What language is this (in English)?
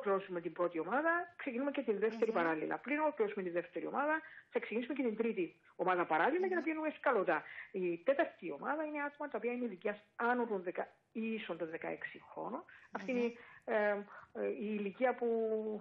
Greek